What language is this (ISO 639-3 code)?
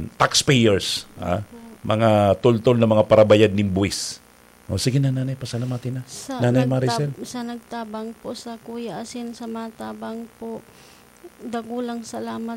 bik